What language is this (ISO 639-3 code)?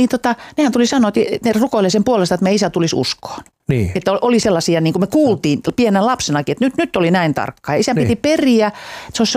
fin